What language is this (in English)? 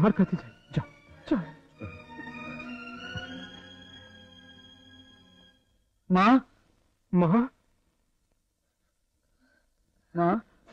Bangla